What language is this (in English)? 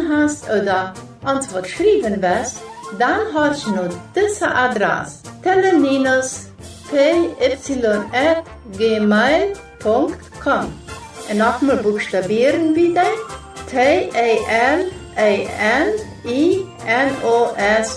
Plautdietsch